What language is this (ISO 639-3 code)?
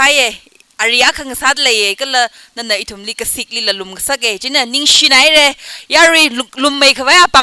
nmf